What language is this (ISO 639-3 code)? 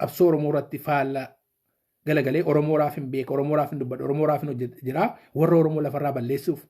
orm